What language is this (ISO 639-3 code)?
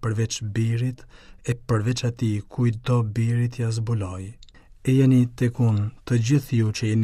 sqi